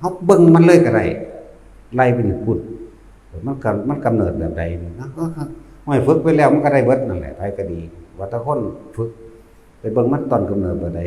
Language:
Northeastern Thai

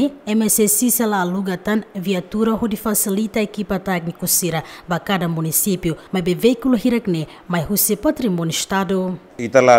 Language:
Tetum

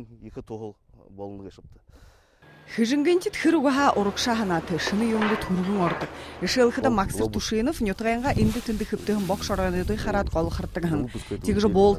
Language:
Buriat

